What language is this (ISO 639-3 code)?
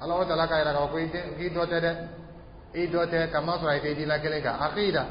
dyu